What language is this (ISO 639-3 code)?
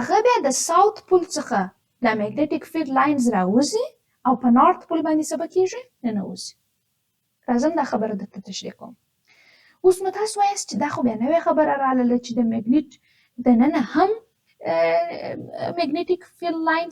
pus